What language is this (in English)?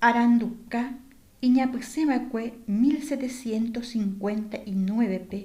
Guarani